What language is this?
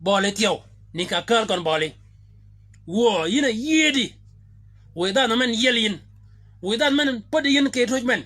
Shilluk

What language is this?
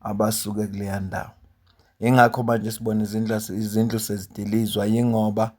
Zulu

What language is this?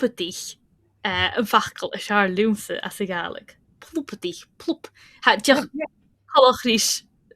Scottish Gaelic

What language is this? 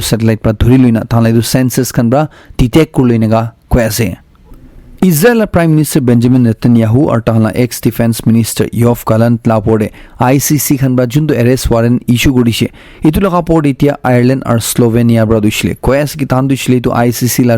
Naga Pidgin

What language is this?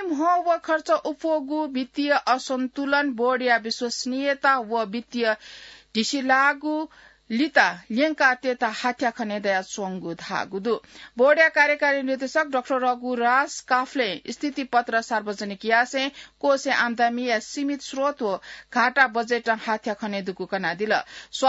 Newari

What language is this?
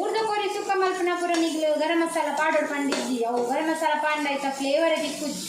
Tulu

